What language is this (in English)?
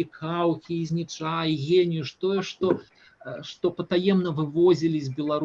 Belarusian